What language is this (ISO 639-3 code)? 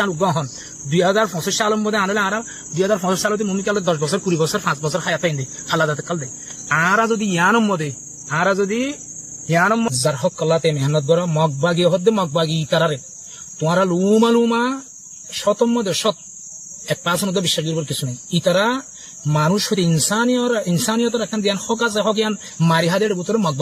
rhg